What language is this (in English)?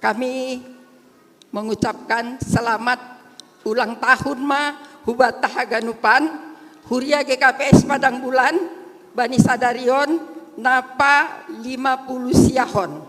Batak Simalungun